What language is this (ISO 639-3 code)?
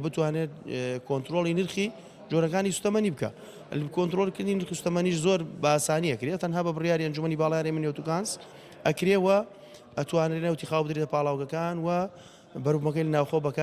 ckb